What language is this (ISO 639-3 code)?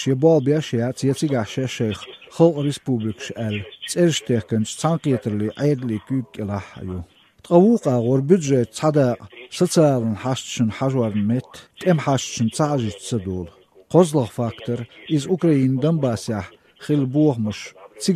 che